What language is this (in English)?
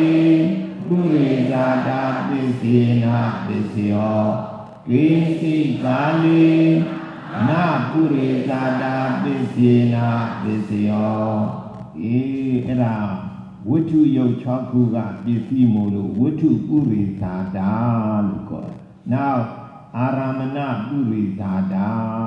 Burmese